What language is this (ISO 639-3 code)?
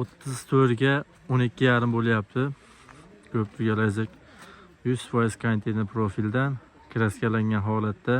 uzb